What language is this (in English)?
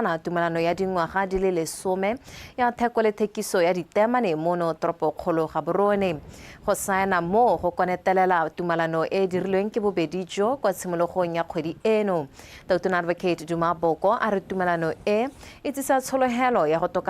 Tswana